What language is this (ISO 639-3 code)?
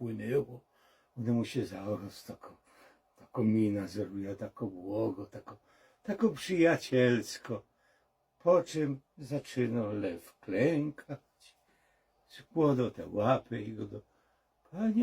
szl